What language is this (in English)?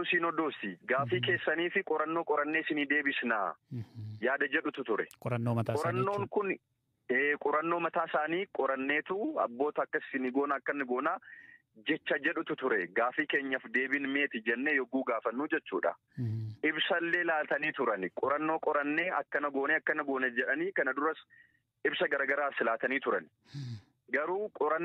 Oromo